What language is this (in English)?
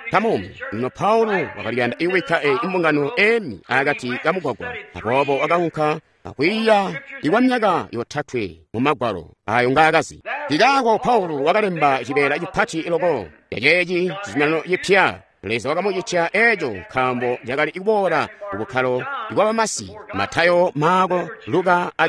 Tonga (Zambia)